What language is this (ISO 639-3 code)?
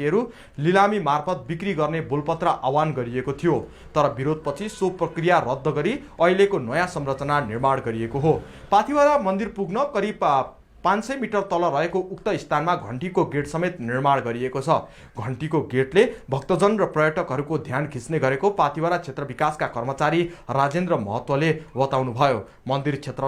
nep